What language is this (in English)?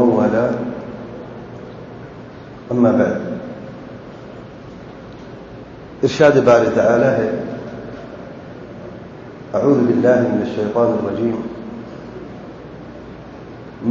Urdu